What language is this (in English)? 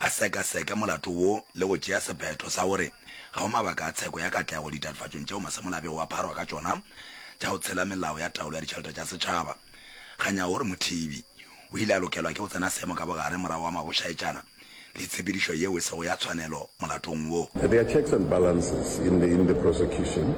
Northern Sotho